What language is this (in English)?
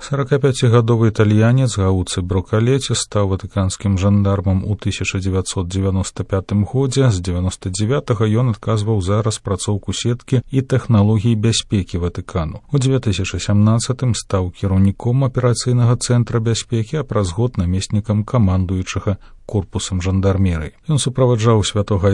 Belarusian